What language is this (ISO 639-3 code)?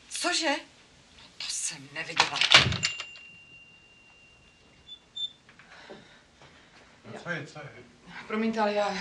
ces